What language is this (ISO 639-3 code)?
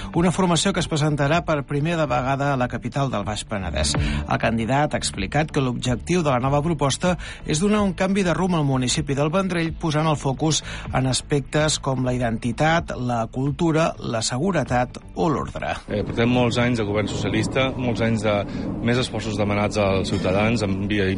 cat